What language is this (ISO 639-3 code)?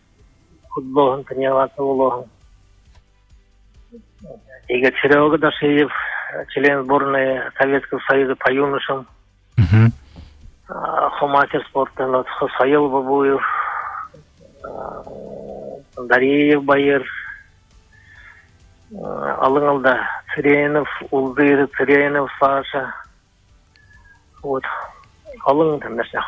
bua